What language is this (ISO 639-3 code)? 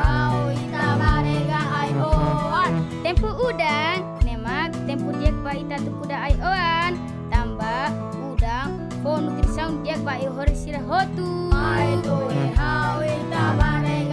tet